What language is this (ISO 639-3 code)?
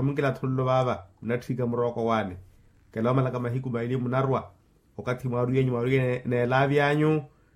vmw